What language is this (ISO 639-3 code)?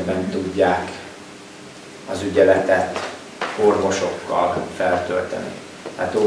hun